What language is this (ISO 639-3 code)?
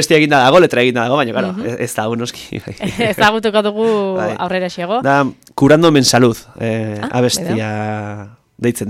eus